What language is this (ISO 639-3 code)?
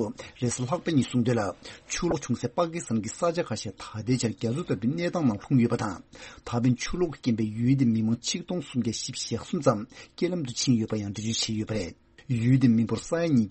bod